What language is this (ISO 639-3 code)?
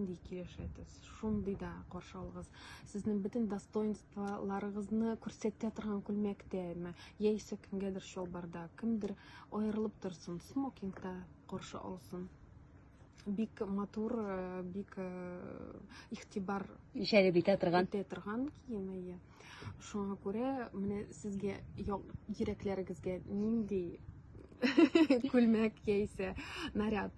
tat